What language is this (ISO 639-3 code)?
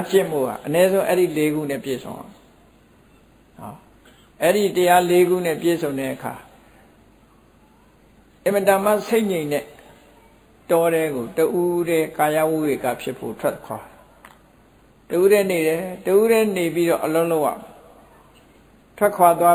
mya